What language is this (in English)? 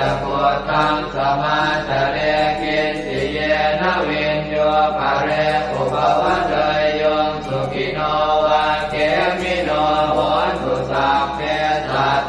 Pali